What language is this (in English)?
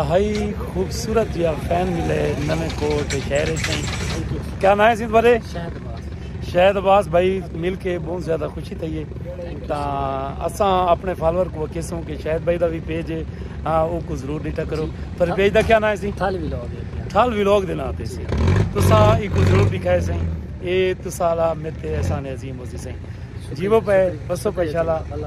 Saraiki